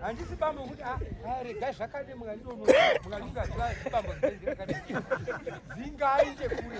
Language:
Shona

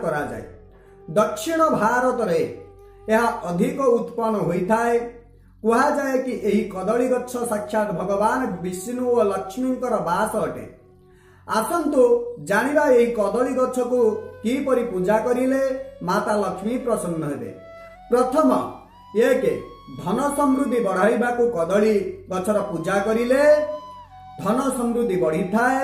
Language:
Odia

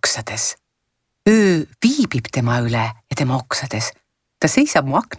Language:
Estonian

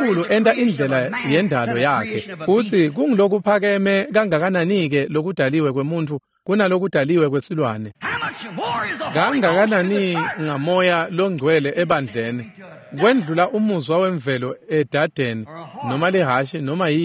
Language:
Swati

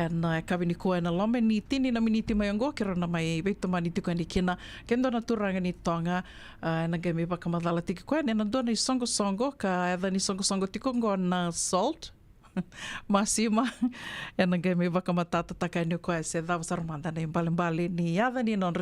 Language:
Fijian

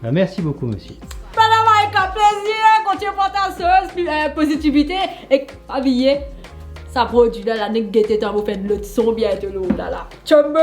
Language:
Morisyen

